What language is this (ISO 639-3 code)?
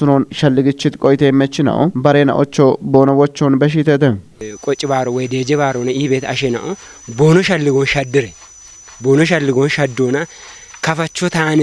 kbr